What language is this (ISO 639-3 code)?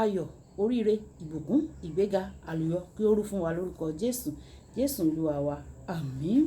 yor